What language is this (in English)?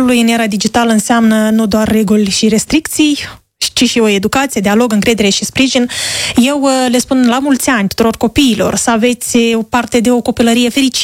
Romanian